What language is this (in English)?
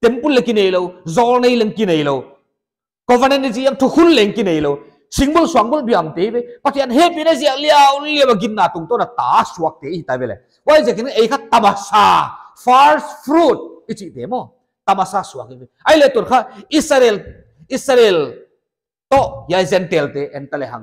Paite Chin